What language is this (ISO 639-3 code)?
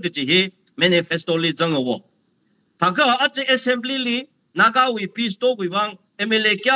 nmf